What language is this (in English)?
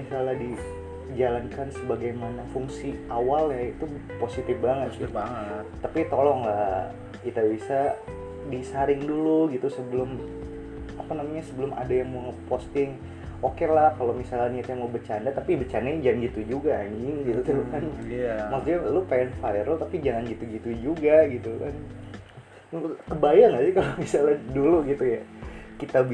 Indonesian